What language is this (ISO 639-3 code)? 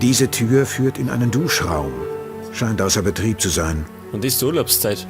bar